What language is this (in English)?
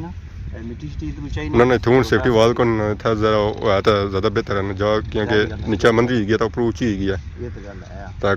Pahari-Potwari